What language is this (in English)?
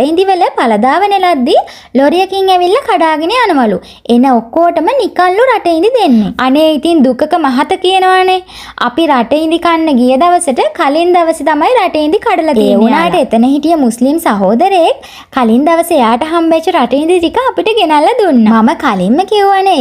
Sinhala